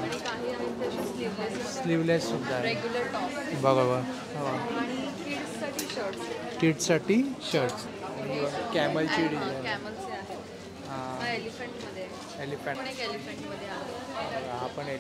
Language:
Marathi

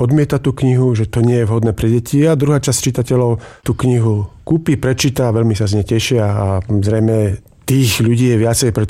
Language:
Slovak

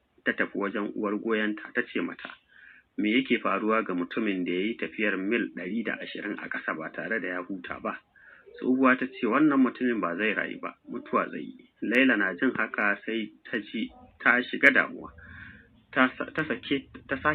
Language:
Hausa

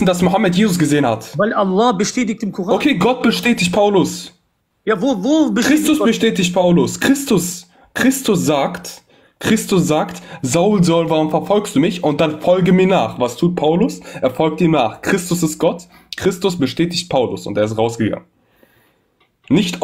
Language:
German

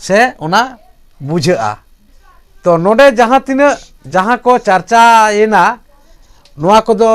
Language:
Santali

